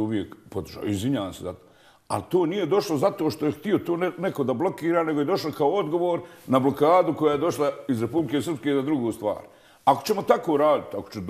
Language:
Bosnian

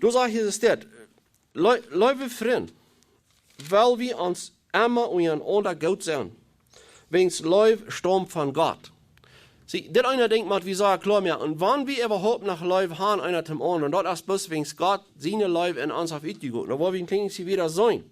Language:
Plautdietsch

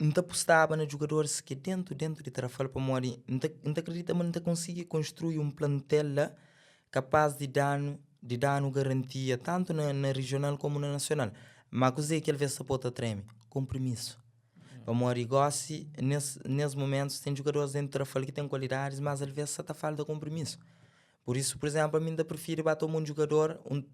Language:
Kabuverdianu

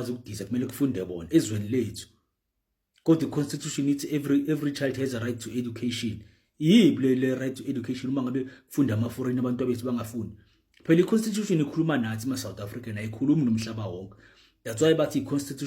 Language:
Zulu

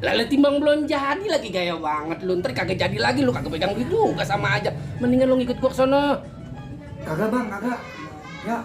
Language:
Betawi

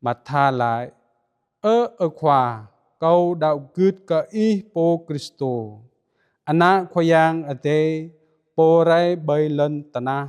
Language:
Jarai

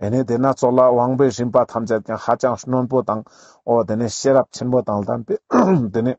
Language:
Ladakhi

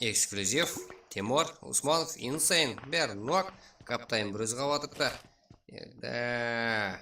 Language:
Kara-Kalpak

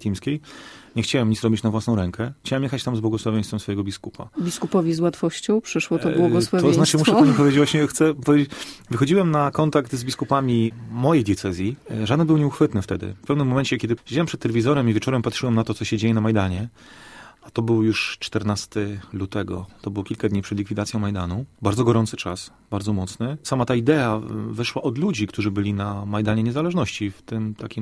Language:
Polish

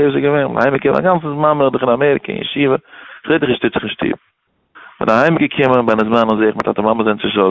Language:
Yiddish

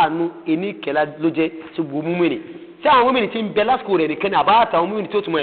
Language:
Yoruba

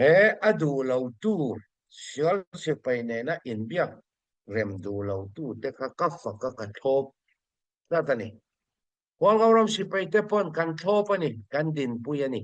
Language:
Hakha Chin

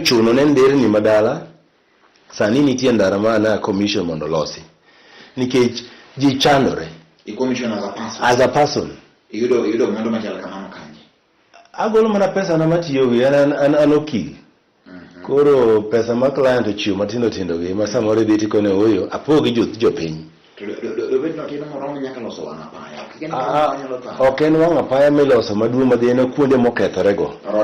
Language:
Luo (Kenya and Tanzania)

